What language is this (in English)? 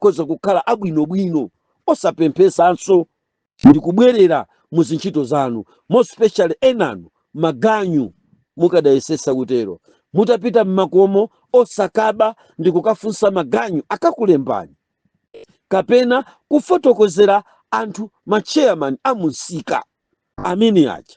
Nyanja